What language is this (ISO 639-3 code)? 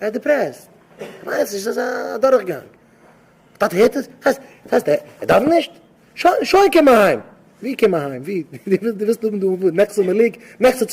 yid